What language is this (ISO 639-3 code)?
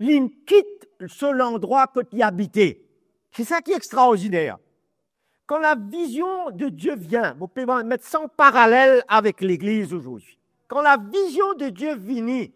mfe